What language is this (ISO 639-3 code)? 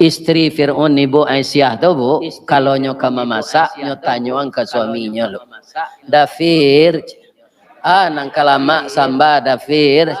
min